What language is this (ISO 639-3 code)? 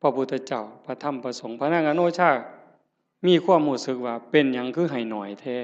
tts